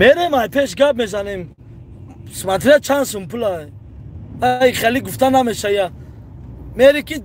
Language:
Tajik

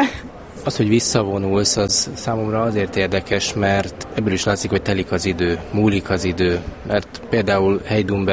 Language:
Hungarian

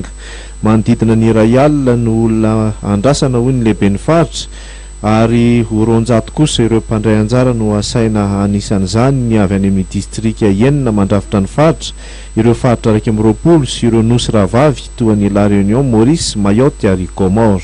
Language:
Malagasy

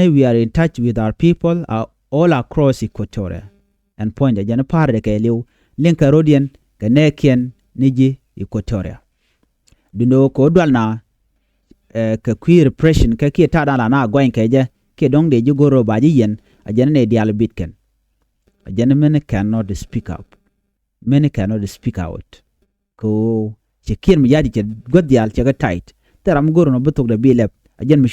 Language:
Nuer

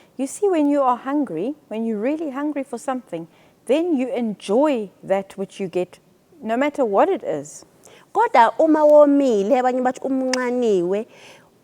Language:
Zulu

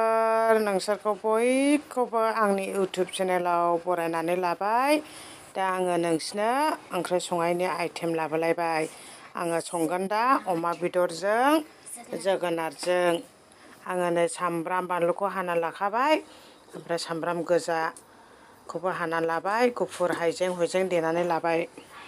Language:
Bodo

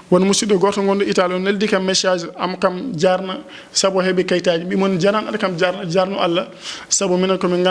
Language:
Fula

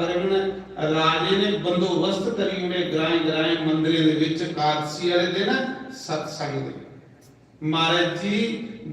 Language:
Dogri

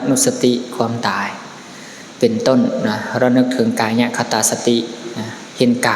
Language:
Lao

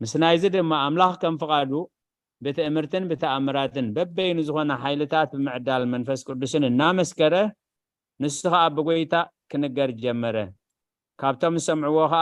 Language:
Tigrinya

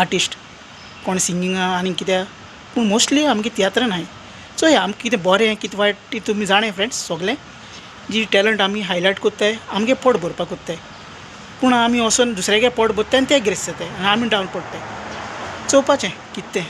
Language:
Konkani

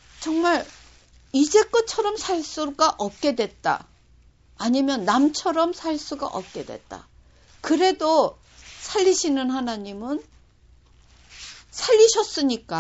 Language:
Korean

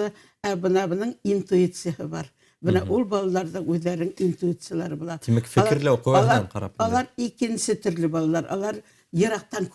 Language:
Bashkir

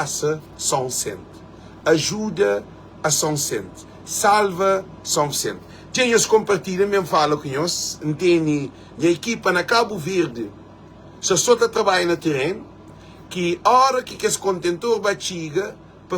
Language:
Kabuverdianu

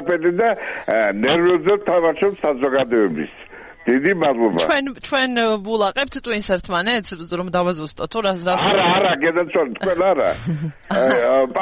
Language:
Georgian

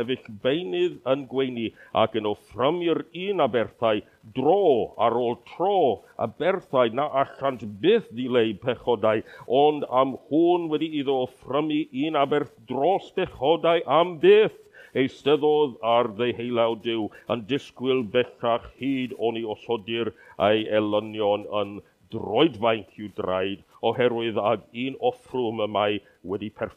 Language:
Welsh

